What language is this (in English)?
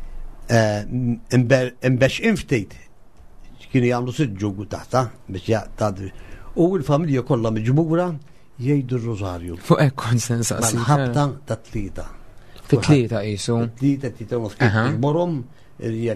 Maltese